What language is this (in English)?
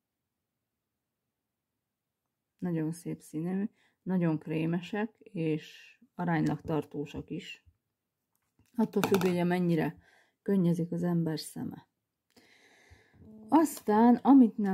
Hungarian